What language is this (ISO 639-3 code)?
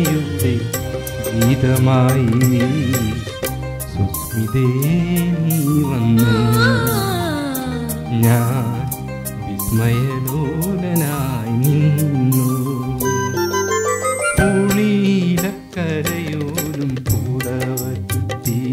mal